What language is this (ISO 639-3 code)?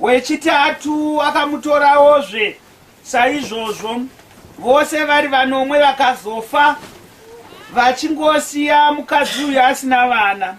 sna